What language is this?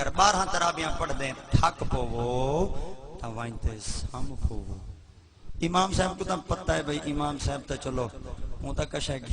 Saraiki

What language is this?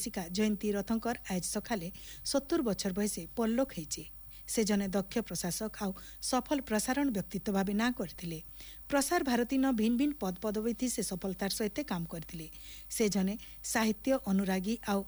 Odia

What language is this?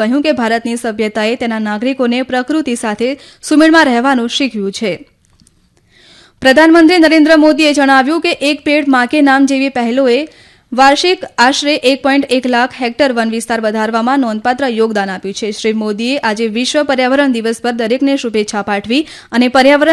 Gujarati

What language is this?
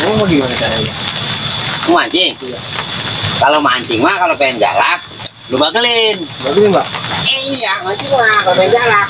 Betawi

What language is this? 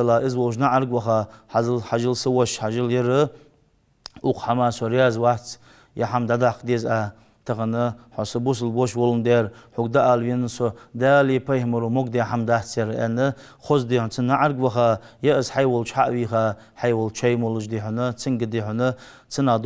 Ingush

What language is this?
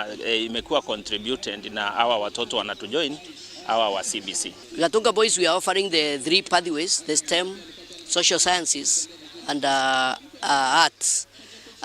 Meru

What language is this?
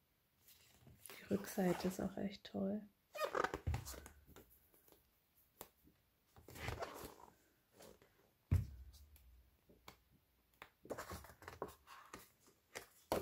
German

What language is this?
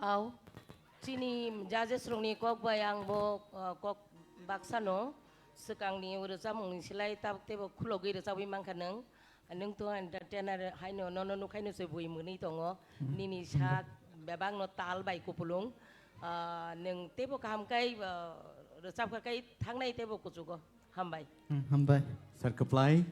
Kok Borok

